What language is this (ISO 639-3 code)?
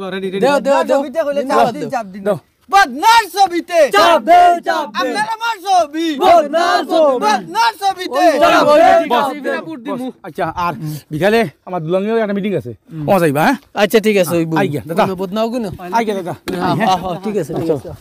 syl